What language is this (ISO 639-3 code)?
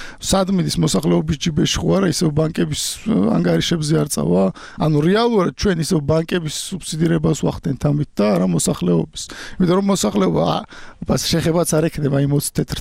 kat